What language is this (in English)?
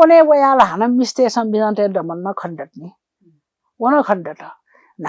Newari